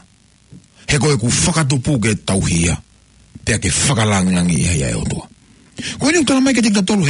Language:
Tongan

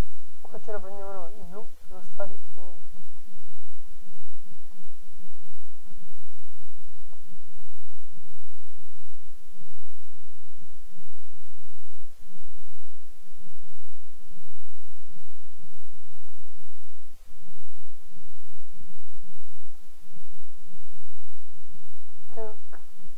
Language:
Italian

